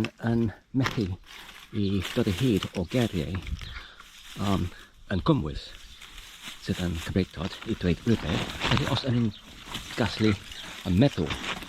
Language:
Welsh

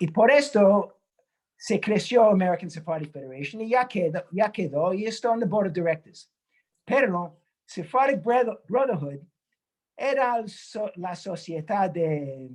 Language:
Ladino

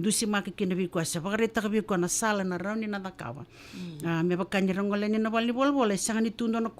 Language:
Fijian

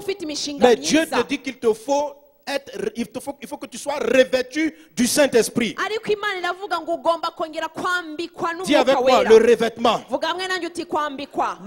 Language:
Kinyarwanda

